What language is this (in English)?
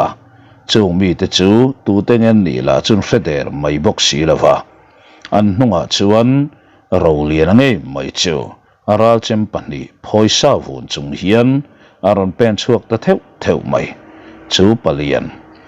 Mizo